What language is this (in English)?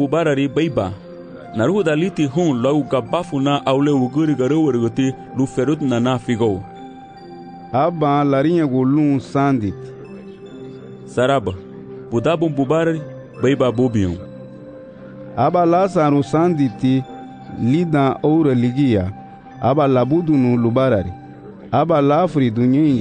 Garifuna